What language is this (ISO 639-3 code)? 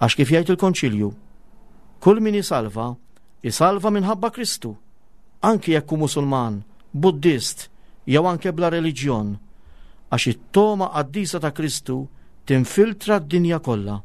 mlt